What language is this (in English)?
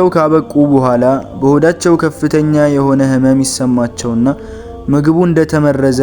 Amharic